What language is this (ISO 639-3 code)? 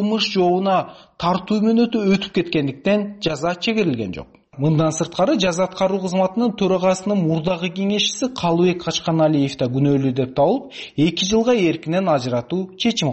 kir